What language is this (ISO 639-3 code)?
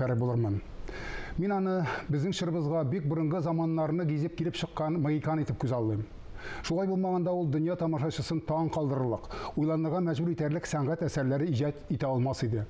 tat